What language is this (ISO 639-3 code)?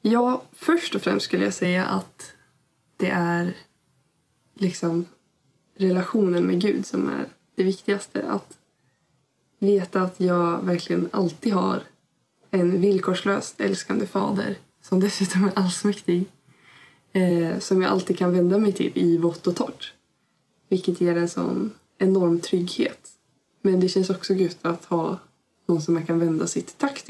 swe